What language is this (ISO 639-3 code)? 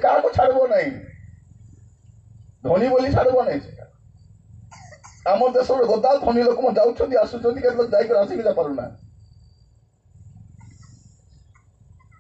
ori